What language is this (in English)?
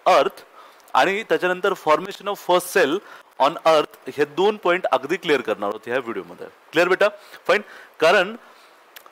Marathi